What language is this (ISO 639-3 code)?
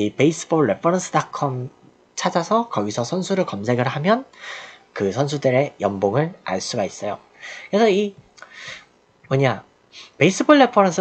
kor